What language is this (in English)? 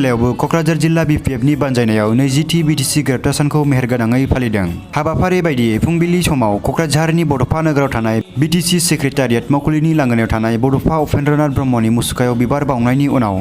Bodo